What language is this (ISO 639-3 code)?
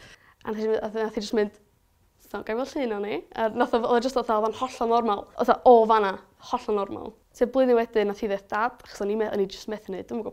cym